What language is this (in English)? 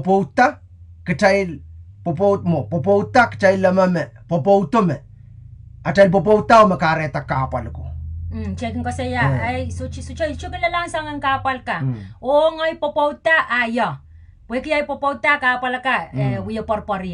Pohnpeian